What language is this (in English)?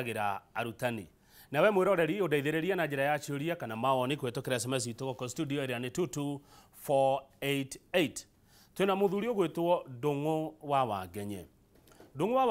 Kikuyu